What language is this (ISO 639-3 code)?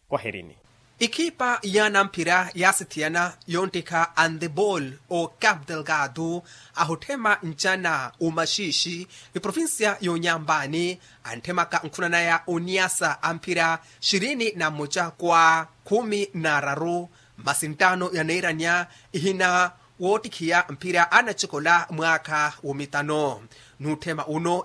vmw